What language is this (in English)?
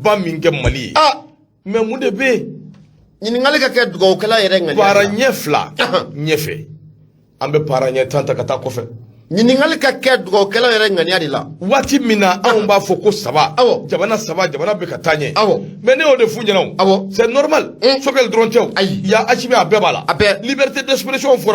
Bambara